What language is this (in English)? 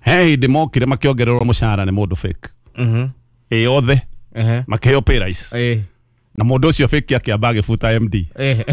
Kikuyu